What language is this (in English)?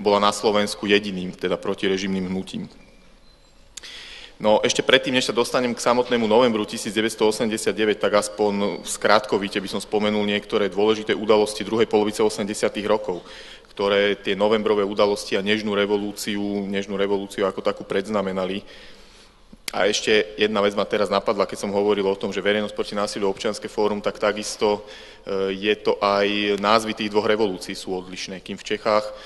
Slovak